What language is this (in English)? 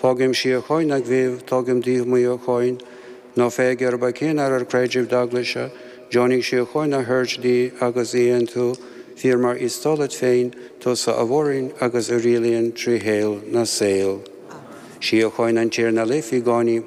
Irish